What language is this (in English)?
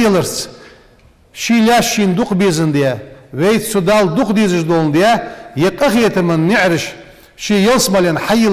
Ingush